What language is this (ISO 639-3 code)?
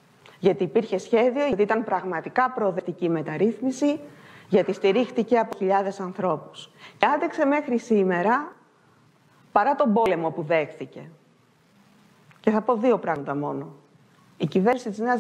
ell